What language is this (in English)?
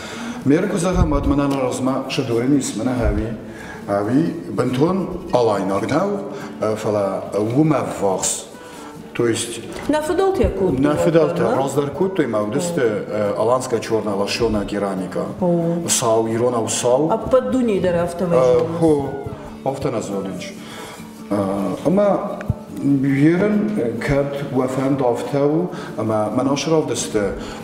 Ossetic